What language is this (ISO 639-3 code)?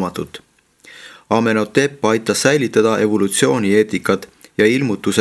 est